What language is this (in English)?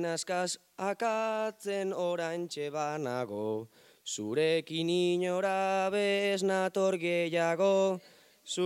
Basque